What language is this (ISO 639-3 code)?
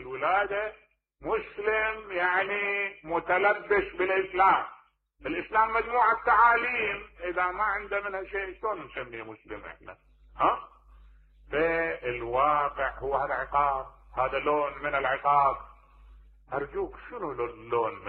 acm